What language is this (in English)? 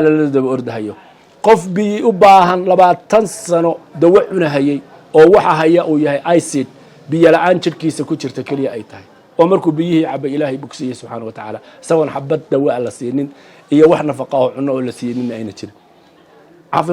Somali